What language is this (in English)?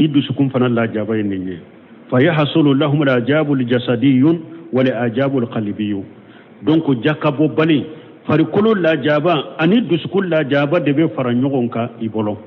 Bambara